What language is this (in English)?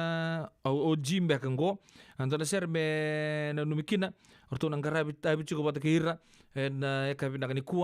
Fijian